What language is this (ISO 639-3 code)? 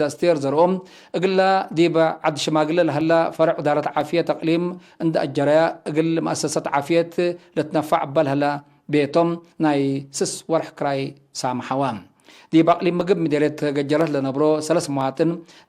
tig